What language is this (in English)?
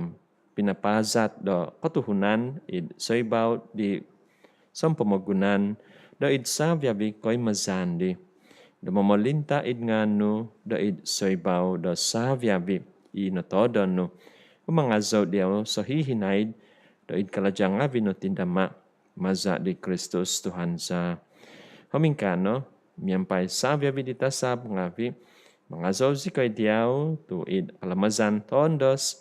Central Dusun